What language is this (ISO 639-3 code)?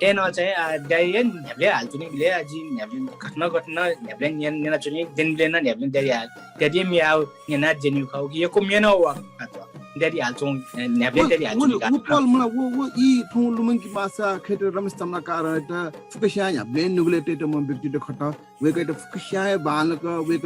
new